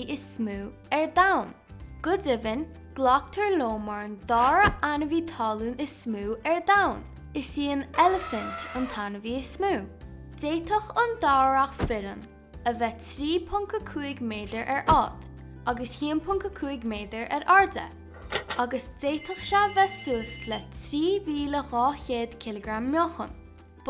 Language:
Irish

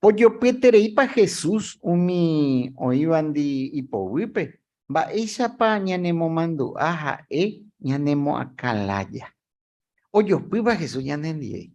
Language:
Guarani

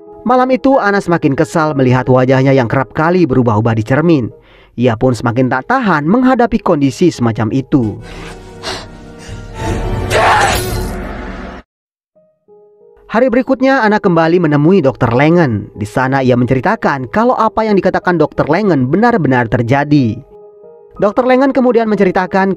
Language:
Indonesian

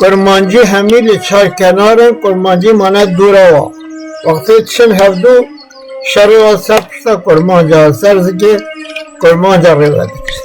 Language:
Kurdish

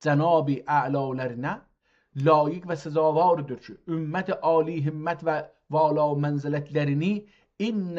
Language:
South Azerbaijani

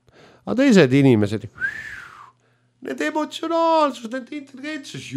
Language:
Estonian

